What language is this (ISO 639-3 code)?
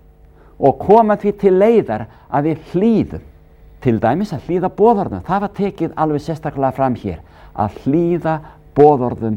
isl